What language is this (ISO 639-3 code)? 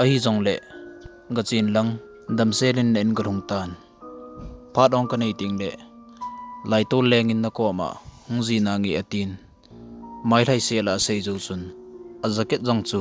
tcz